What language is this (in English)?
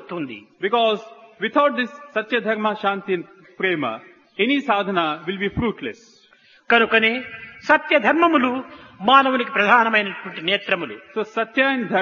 Telugu